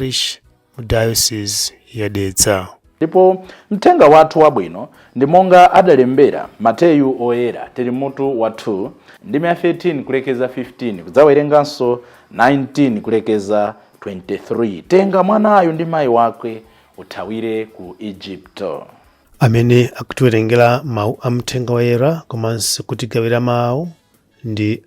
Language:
Nyanja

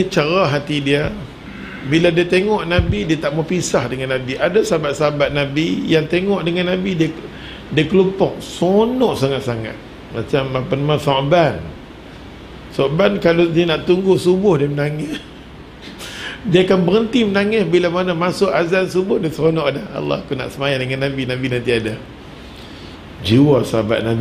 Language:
Malay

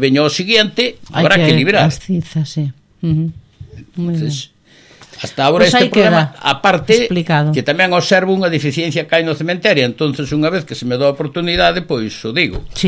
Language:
Galician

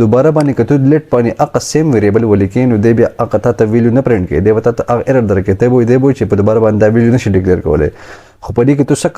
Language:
Pashto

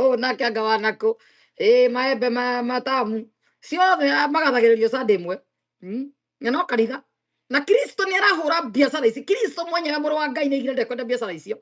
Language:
Kikuyu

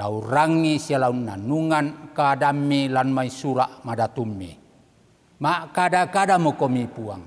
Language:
Toraja-Sa'dan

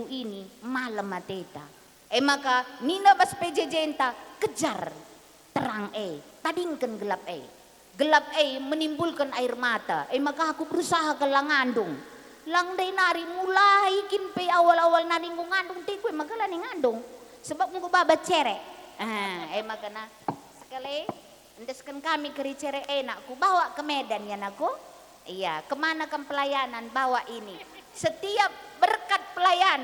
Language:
Batak Karo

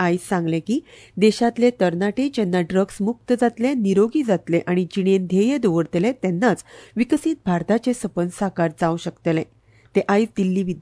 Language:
Konkani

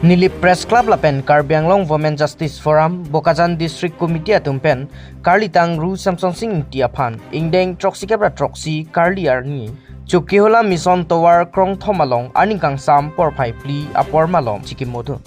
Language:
Karbi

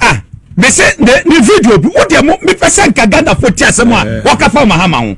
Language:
Akan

